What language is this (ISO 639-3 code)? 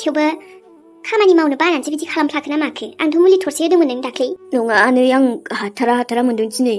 brx